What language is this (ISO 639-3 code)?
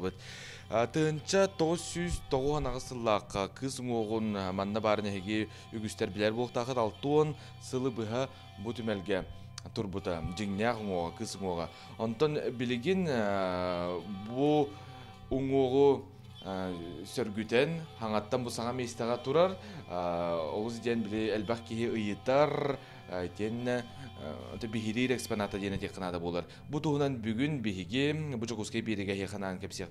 sah